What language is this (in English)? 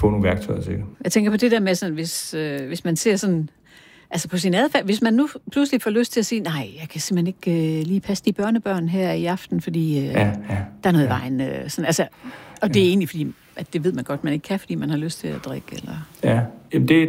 Danish